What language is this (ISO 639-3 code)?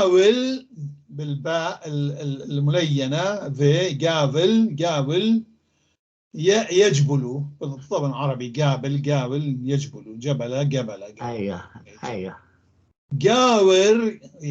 apc